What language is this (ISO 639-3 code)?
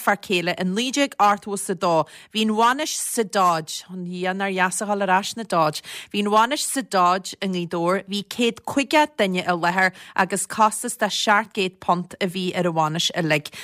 gle